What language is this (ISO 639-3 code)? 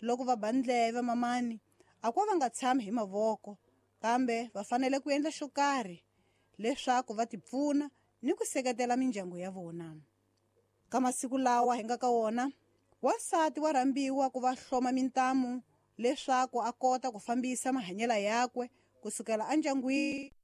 tso